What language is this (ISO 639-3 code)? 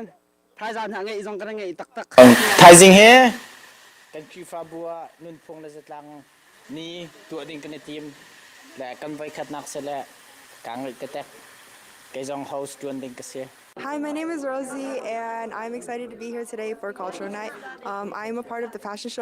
cnh